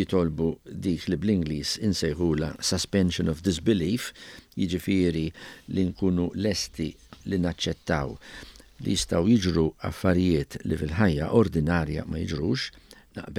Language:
Maltese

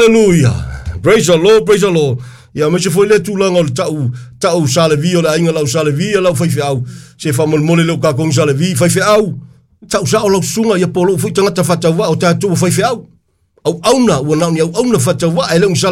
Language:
Samoan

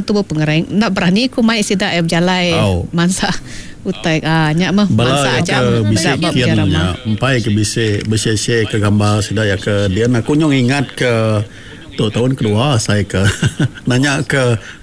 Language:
Iban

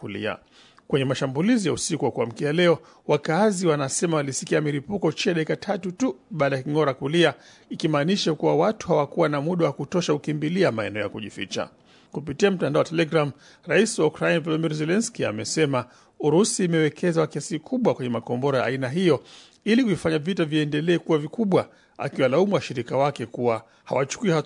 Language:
Swahili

